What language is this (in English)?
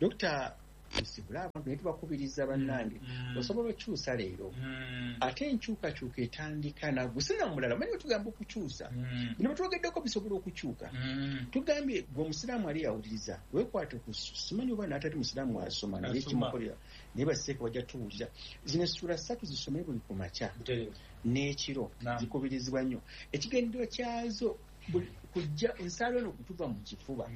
Ganda